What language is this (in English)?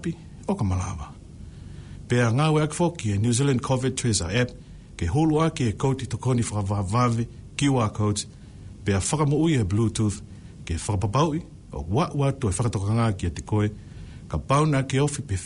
Tongan